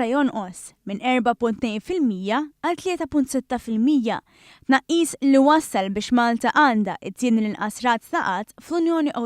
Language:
Maltese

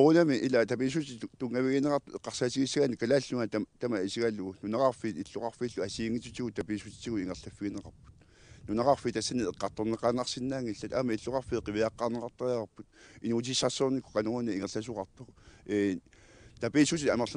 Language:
Kalaallisut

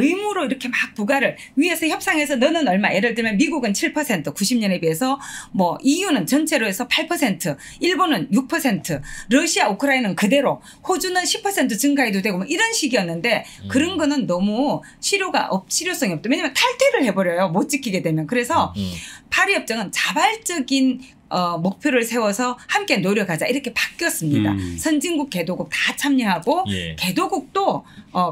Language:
Korean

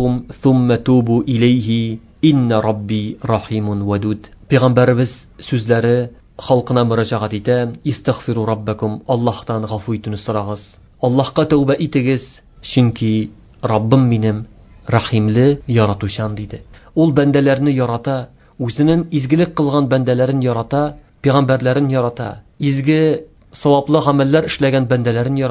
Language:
Tatar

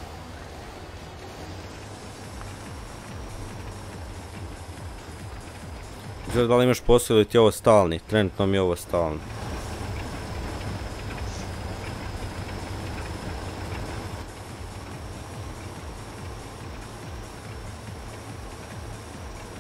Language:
Croatian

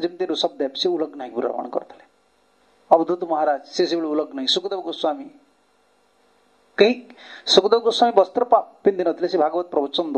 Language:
Odia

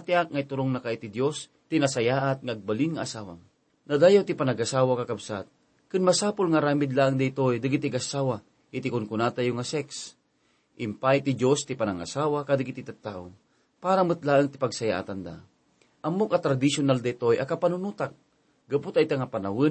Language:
Iloko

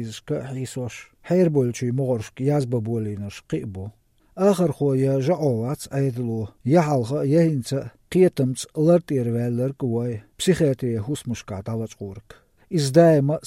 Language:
Chechen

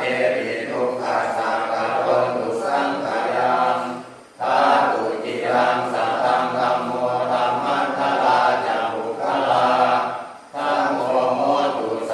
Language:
Pali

